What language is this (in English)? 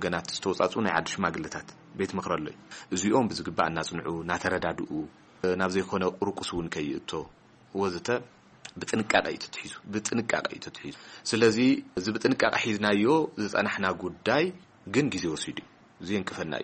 Tigrinya